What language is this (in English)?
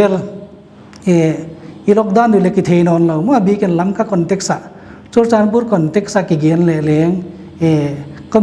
Paite Chin